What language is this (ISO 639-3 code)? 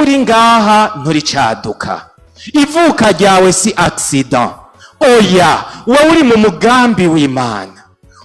run